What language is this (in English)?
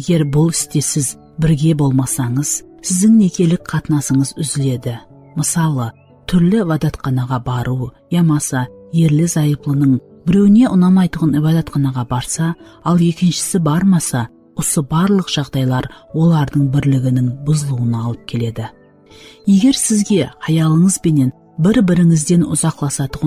Kara-Kalpak